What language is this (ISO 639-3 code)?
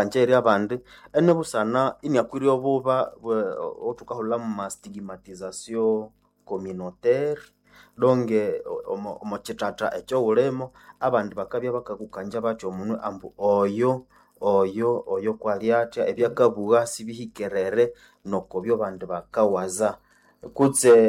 nnb